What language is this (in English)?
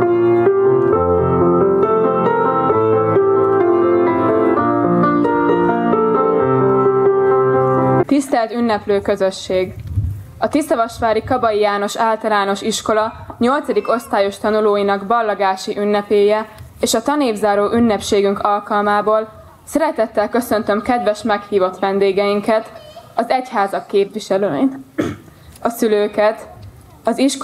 Hungarian